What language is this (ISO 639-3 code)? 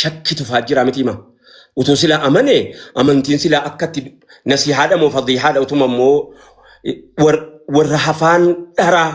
orm